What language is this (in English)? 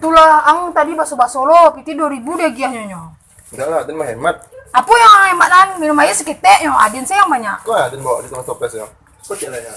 Minangkabau